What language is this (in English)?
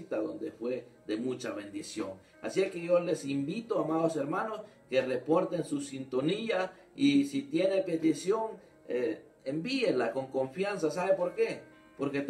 Spanish